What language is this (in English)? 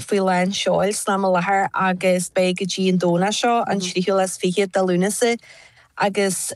Irish